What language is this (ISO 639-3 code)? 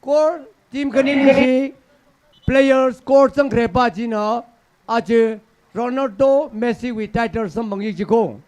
nmf